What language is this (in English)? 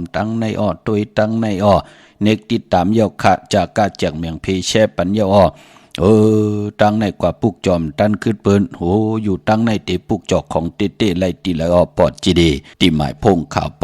Shan